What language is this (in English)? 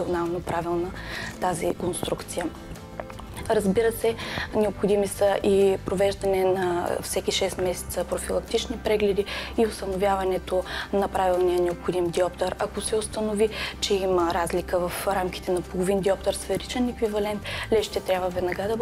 Bulgarian